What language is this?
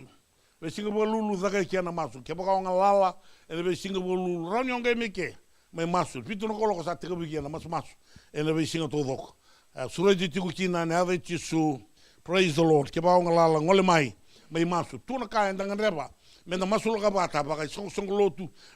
Fijian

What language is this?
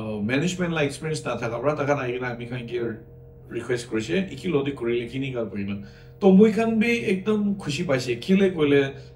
Naga Pidgin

